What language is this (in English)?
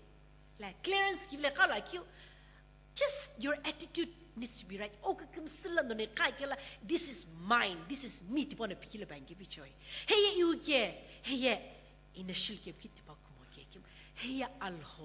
Sumi Naga